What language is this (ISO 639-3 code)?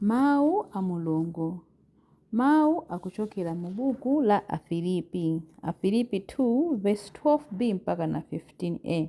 nya